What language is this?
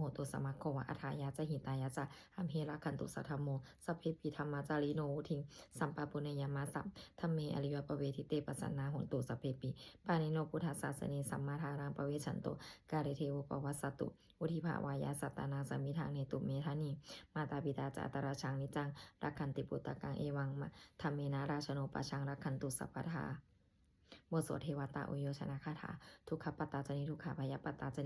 Pali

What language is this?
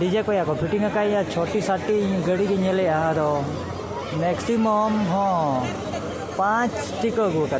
Santali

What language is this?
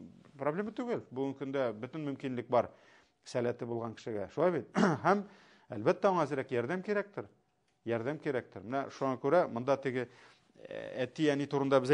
Tatar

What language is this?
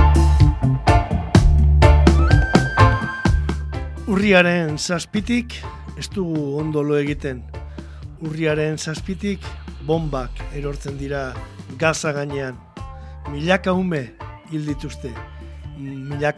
Basque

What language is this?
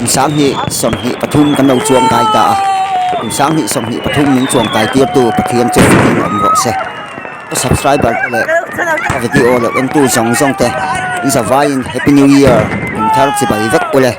Mizo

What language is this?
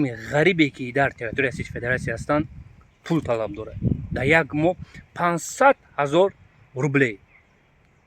Tajik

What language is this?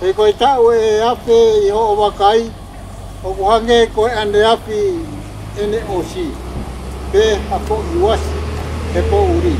Tongan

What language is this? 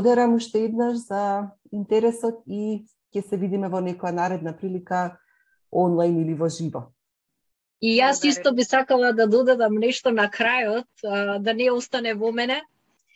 Macedonian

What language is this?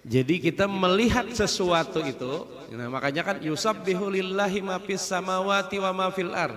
Banjar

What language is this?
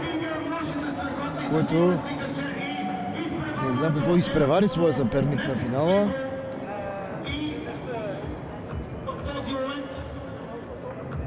Bulgarian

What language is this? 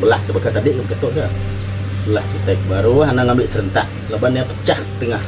Iban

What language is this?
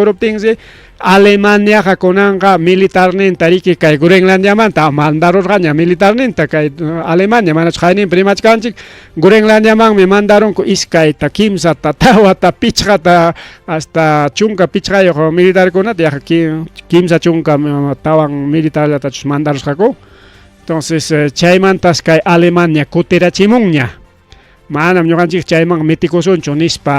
Ayacucho Quechua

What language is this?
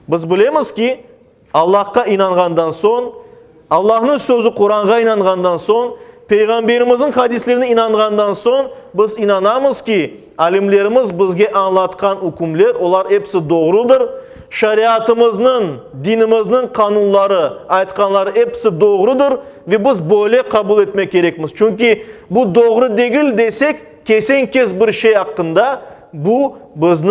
Crimean Tatar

